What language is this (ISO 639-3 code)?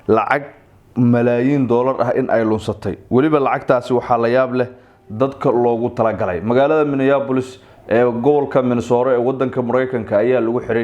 som